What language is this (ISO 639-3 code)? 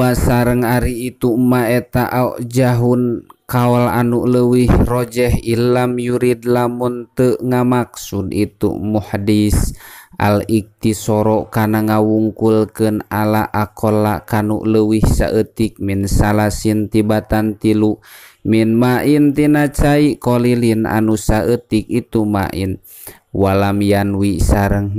sun